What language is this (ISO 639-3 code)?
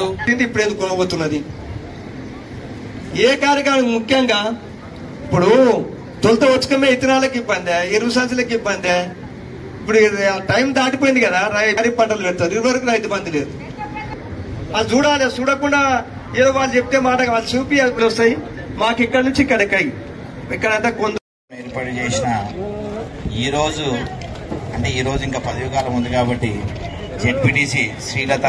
tel